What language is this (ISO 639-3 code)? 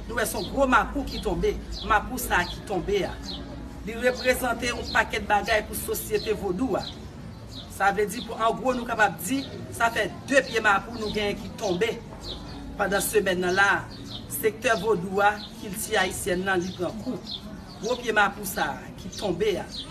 hat